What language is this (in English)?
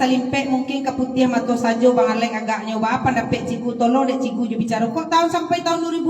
Minangkabau